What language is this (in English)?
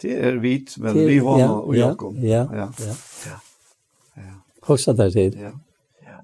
Faroese